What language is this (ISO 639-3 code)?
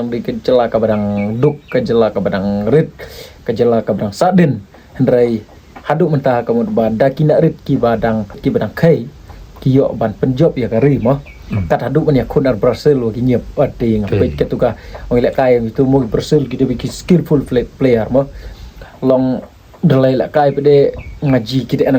kha